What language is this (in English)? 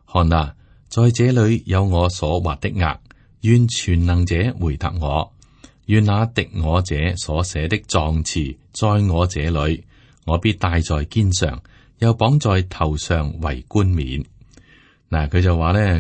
Cantonese